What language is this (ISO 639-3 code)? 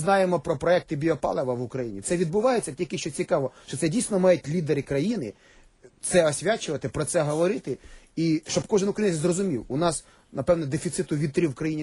ukr